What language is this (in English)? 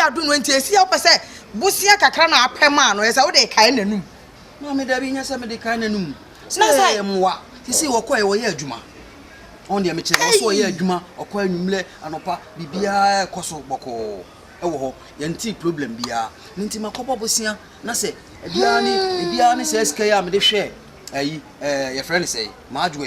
Akan